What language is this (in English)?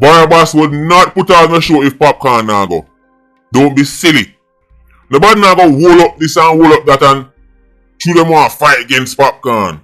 Jamaican Creole English